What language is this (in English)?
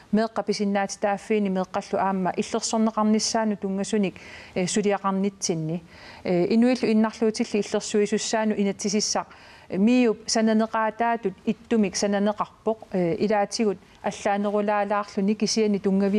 Kalaallisut